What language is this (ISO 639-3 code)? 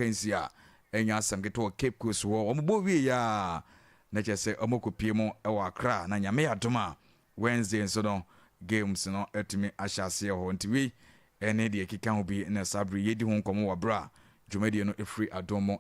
aka